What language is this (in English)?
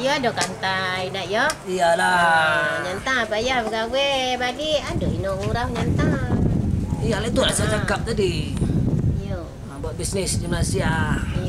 Minangkabau